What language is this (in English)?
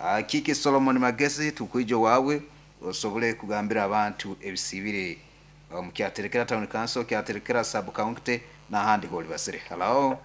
Nyoro